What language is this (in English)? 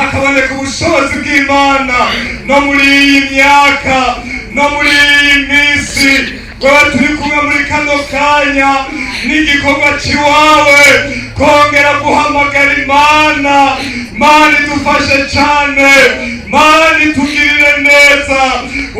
Rundi